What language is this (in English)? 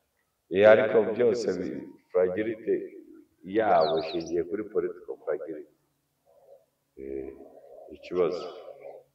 Kinyarwanda